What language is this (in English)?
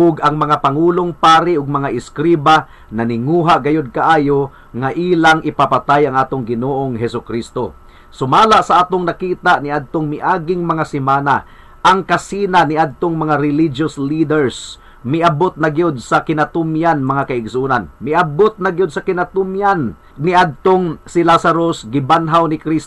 Cebuano